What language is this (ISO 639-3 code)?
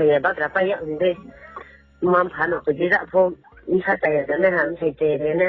ria